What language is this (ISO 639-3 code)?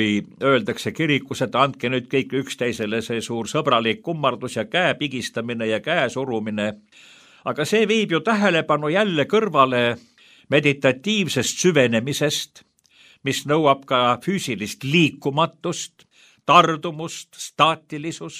est